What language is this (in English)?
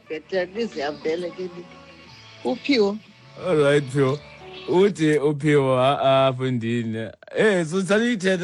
Xhosa